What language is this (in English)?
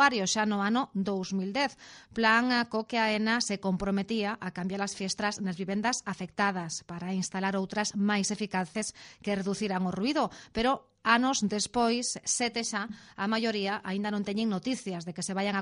Galician